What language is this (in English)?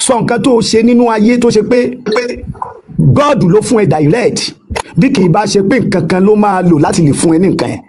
Yoruba